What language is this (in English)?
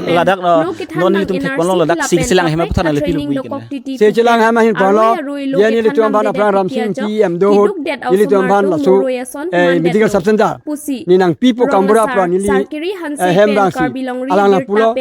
Karbi